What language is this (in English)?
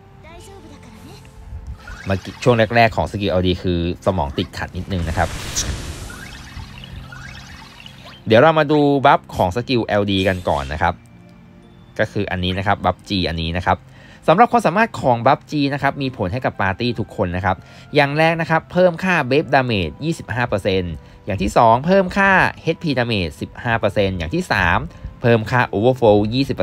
Thai